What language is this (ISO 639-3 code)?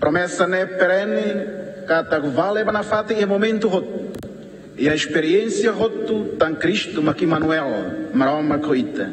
tet